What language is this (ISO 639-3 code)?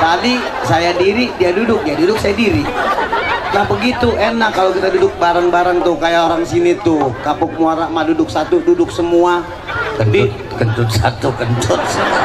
bew